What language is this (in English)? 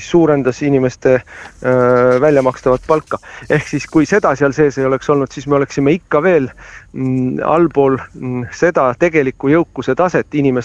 Estonian